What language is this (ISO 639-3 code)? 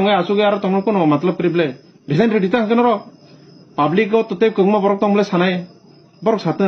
trp